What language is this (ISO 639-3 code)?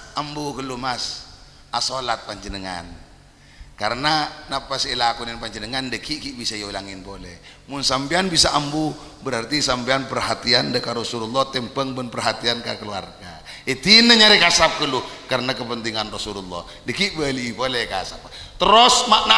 mad